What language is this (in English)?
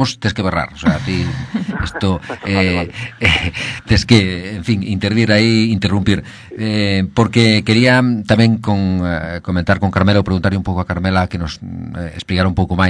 Galician